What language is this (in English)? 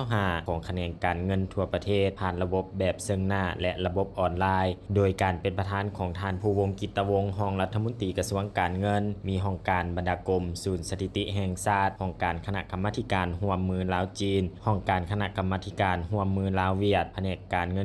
Lao